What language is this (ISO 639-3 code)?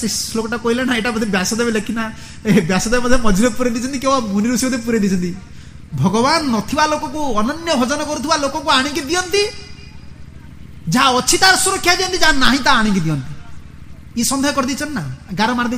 ori